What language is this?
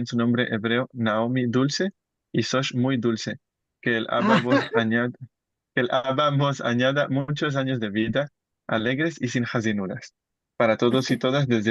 Ladino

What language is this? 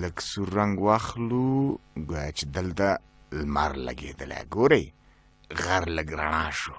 Pashto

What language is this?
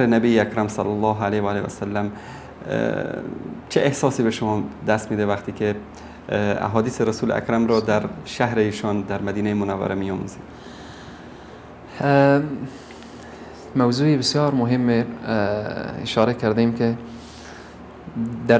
Persian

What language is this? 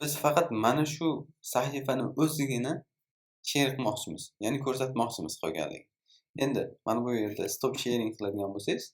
Uzbek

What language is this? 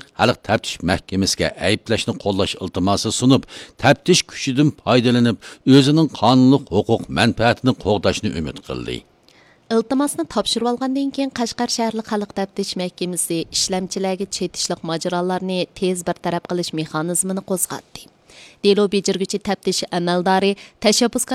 Uyghur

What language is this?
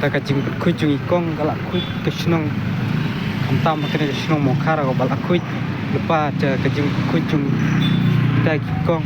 Khasi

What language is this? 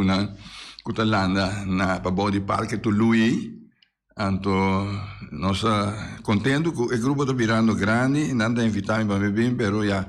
Papiamento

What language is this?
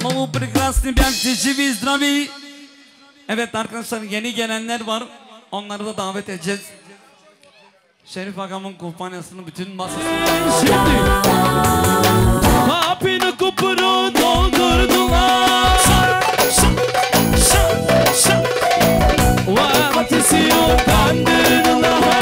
Turkish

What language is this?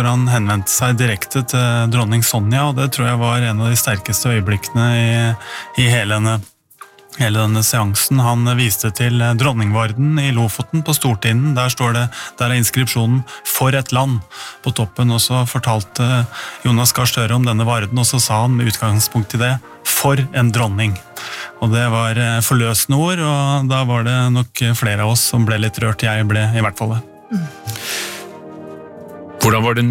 Norwegian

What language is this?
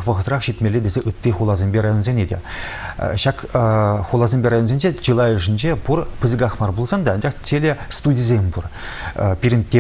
Chuvash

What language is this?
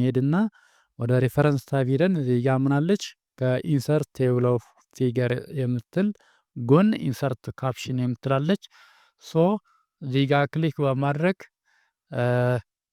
Amharic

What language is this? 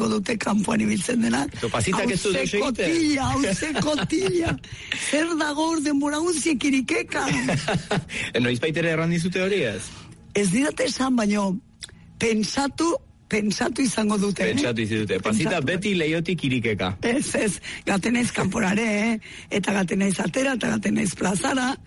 Basque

